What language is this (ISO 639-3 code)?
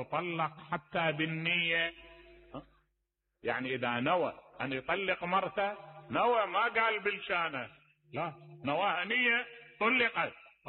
acm